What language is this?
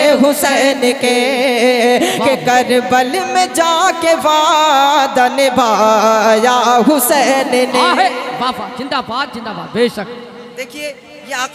Hindi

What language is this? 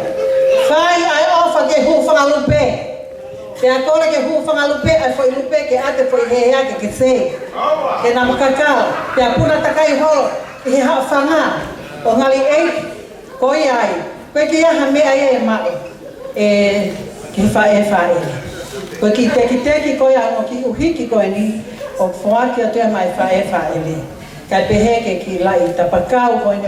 Tongan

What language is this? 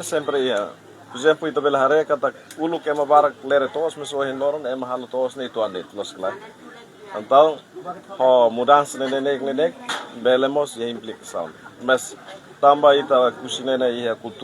Tetum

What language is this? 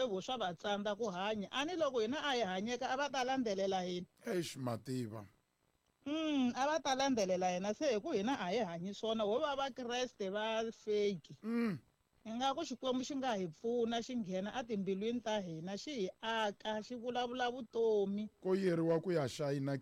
Tsonga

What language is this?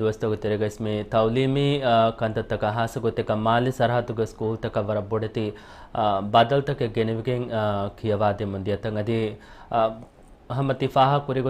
Divehi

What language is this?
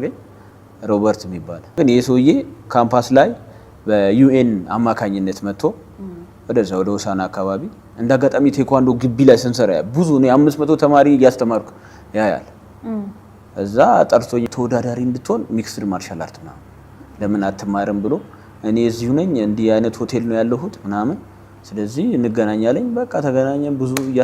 Amharic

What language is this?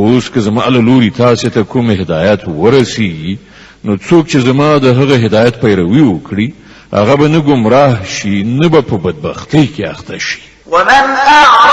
Pashto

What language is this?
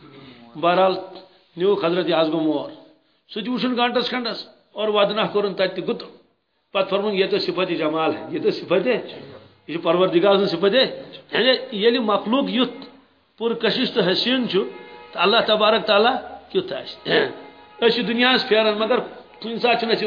Kashmiri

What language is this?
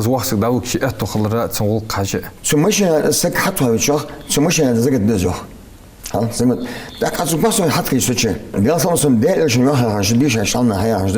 Ingush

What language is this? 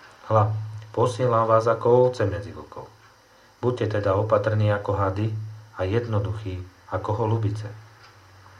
Slovak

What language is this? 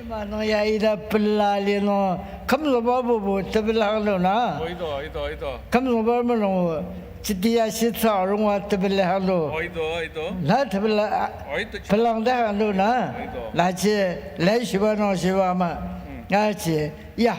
Ao Naga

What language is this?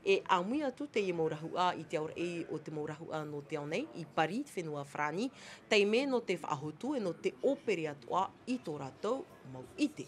Tahitian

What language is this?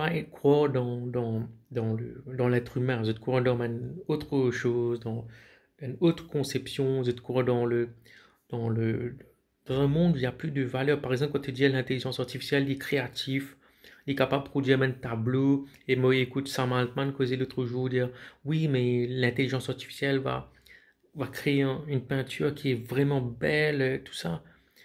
Morisyen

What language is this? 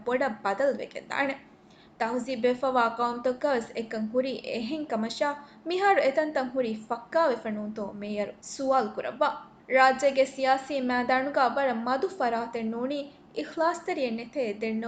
Divehi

